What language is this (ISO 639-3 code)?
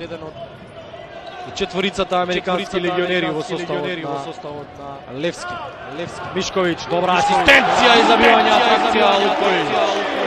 mkd